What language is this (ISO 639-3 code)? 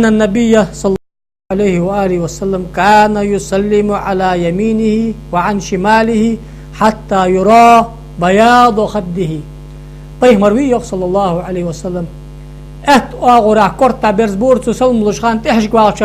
inh